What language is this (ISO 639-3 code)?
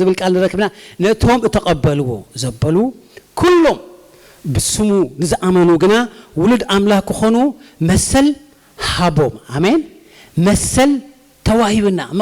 tir